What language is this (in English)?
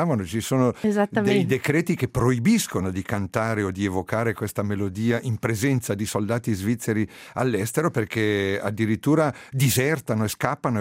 Italian